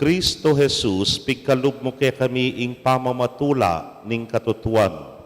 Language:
Pampanga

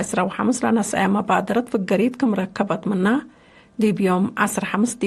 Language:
Tigre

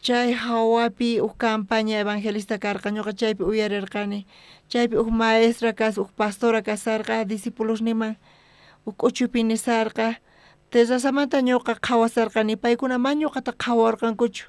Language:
South Bolivian Quechua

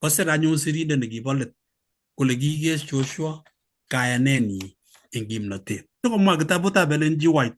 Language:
Kalenjin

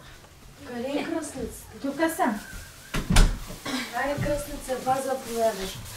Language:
Bulgarian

